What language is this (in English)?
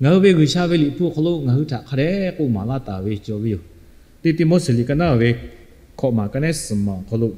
Lahu